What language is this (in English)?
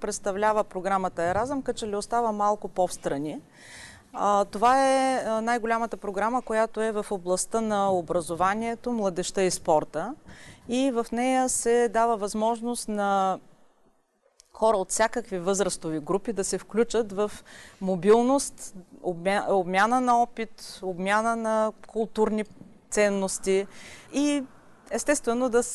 Bulgarian